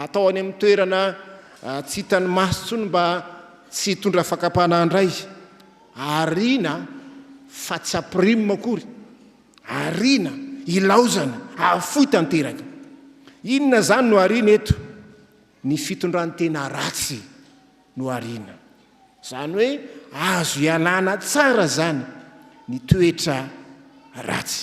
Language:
Malagasy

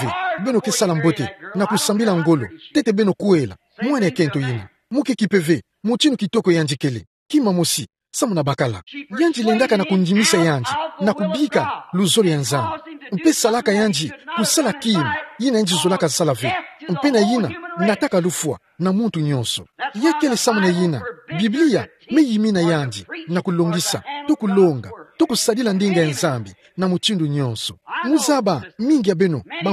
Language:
Kituba (Democratic Republic of Congo)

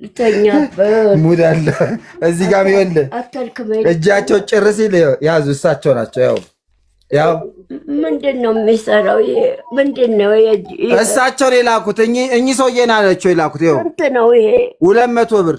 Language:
Amharic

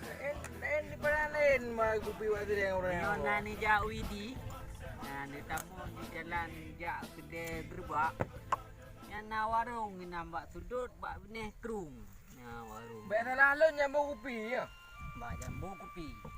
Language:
Achinese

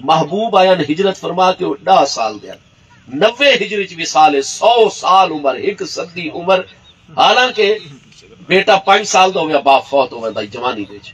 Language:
Saraiki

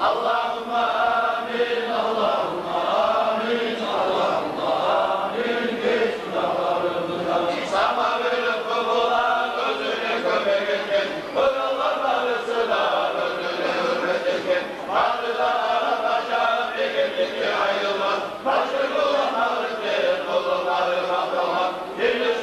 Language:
Kumyk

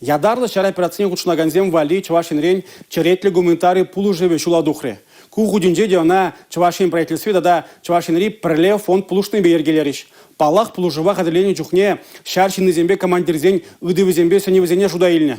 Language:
Chuvash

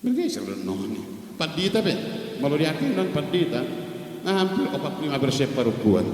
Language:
Batak Toba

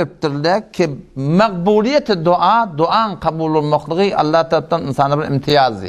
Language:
Turkmen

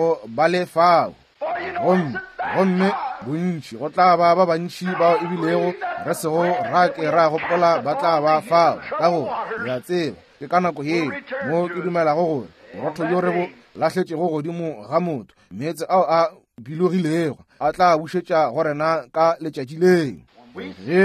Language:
Northern Sotho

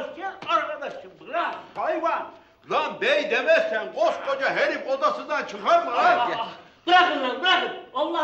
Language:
Turkish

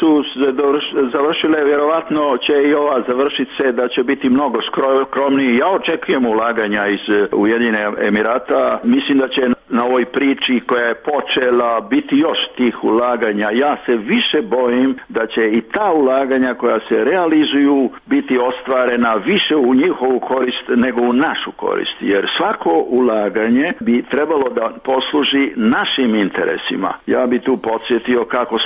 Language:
Serbian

